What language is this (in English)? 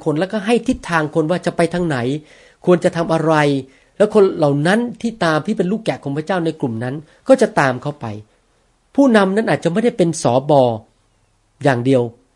Thai